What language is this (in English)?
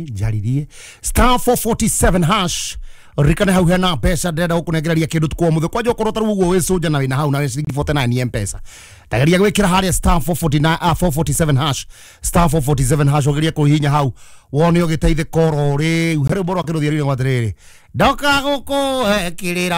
Kikuyu